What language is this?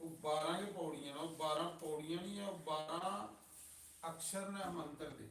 Dogri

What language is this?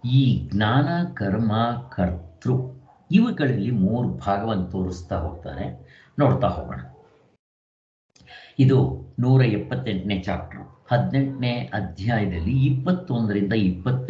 Kannada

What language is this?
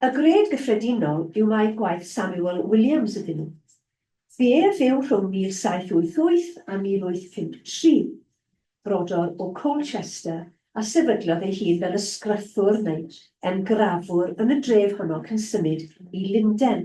Welsh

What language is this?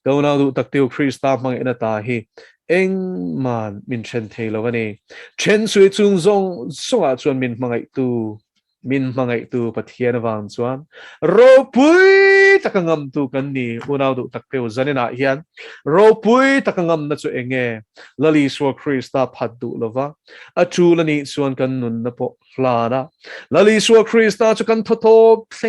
Mizo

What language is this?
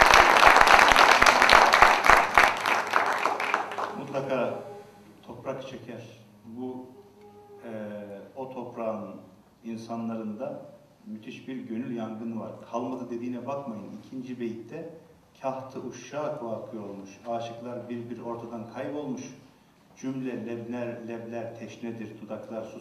Turkish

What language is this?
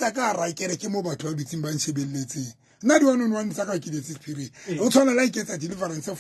Southern Sotho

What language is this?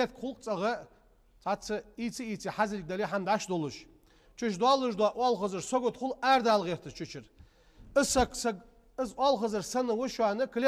Ingush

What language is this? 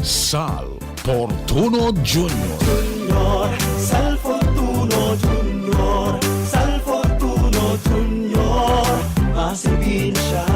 Bikol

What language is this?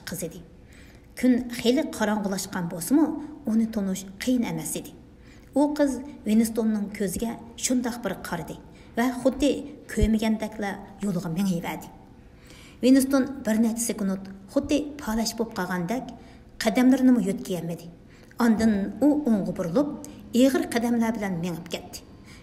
Uyghur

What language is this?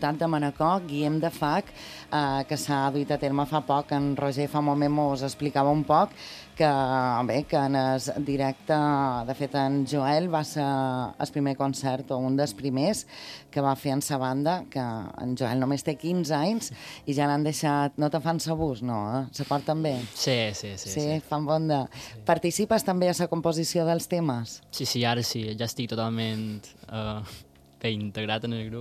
Catalan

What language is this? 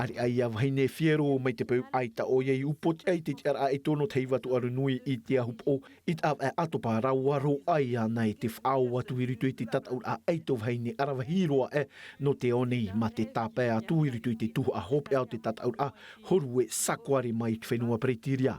Tahitian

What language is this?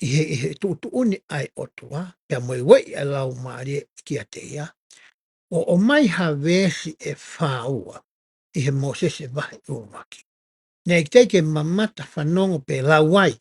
Tongan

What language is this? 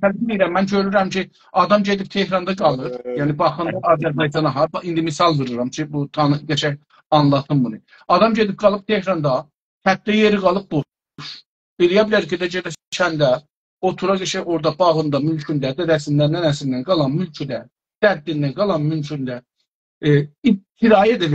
South Azerbaijani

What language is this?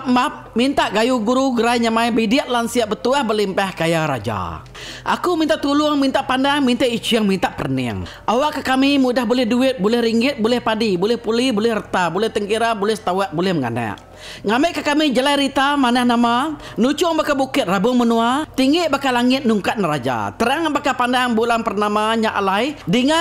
Iban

